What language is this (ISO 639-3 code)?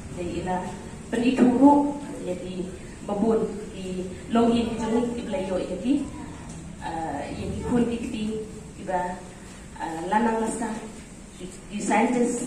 kha